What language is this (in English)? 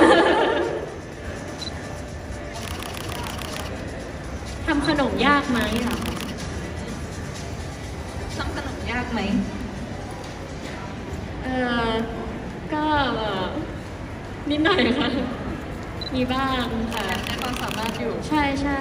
Thai